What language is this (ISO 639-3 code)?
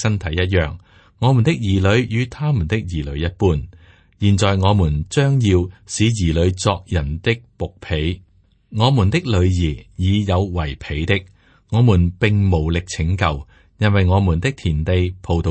yue